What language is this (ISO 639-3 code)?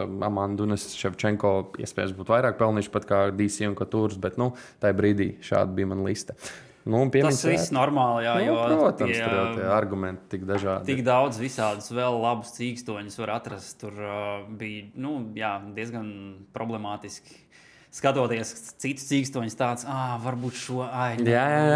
lav